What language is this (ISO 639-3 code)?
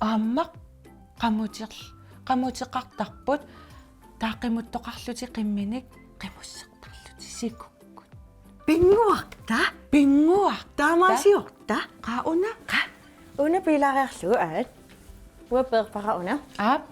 kal